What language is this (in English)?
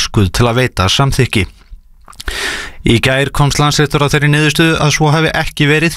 Icelandic